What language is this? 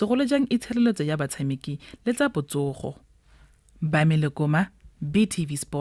Tswana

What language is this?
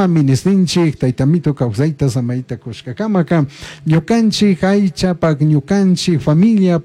Chimborazo Highland Quichua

